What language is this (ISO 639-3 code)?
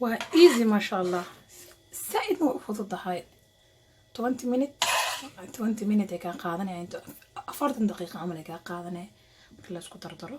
som